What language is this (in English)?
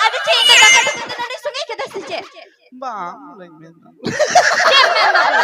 Santali